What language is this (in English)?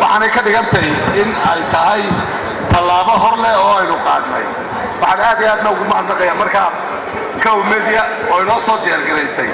Somali